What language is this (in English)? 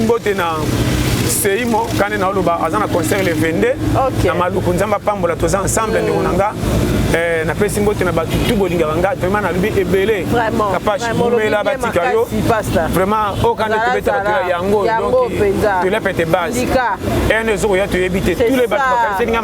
Lingala